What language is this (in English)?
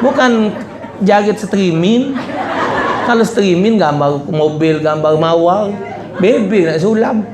Musi